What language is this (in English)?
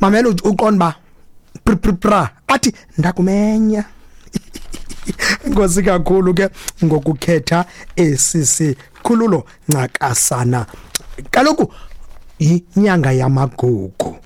Xhosa